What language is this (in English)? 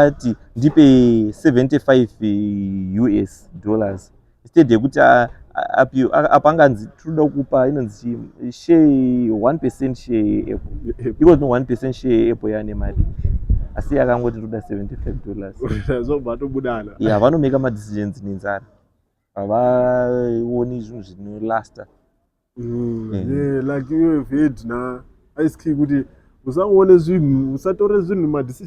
Shona